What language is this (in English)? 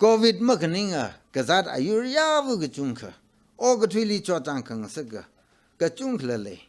Tangkhul Naga (India)